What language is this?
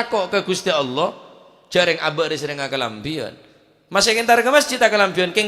Madurese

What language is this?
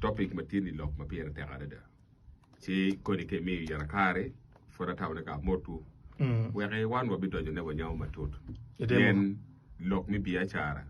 Acoli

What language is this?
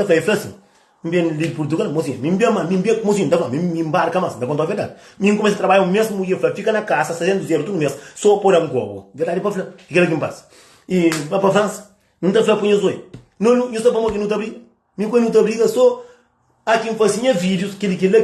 Kabuverdianu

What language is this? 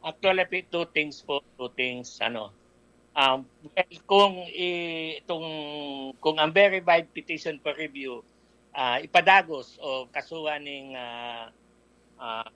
Bikol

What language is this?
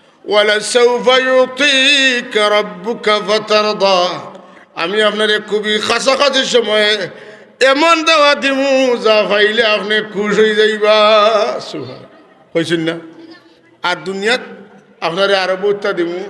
Sylheti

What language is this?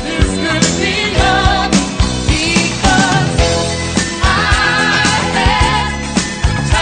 English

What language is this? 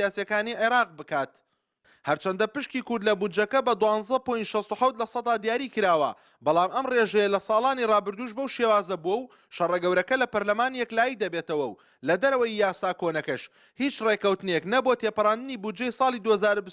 Central Kurdish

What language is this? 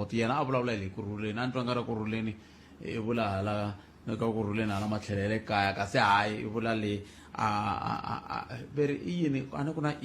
Tsonga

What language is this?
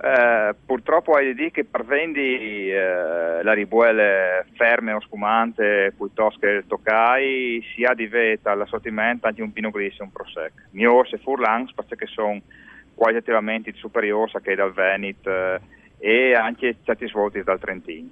Friulian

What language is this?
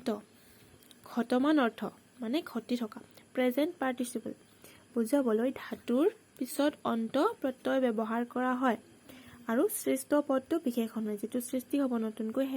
Assamese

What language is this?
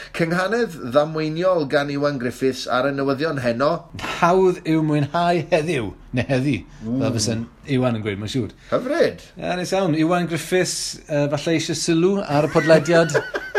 Welsh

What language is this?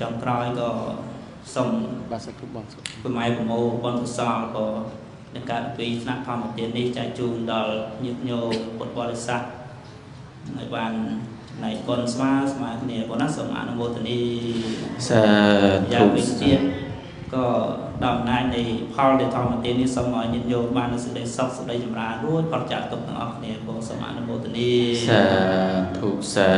Khmer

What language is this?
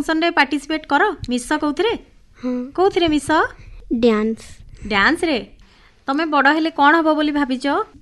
Odia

